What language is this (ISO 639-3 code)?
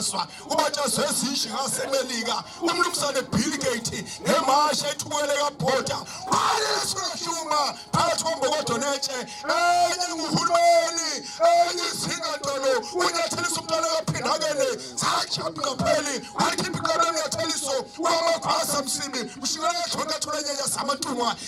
zul